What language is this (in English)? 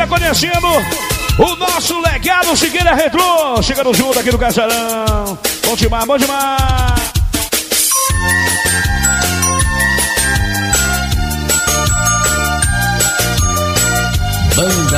Portuguese